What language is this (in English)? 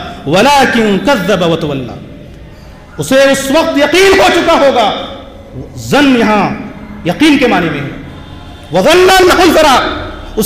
Urdu